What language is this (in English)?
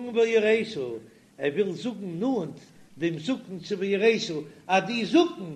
Yiddish